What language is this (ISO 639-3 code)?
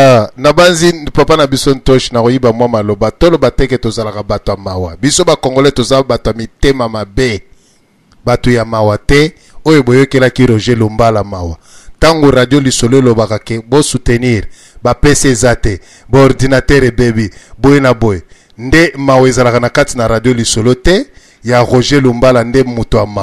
lin